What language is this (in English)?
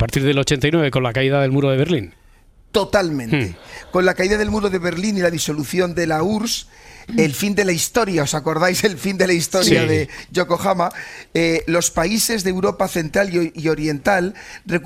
Spanish